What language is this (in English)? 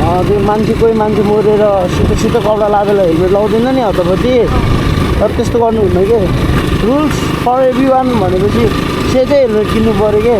Nepali